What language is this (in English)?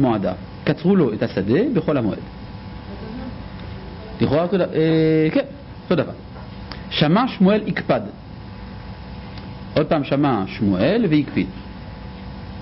Hebrew